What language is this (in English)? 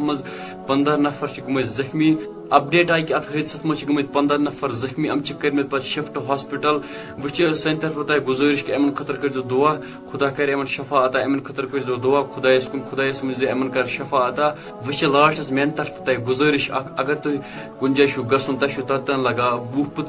Kashmiri